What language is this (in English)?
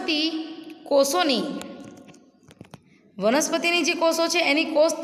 Gujarati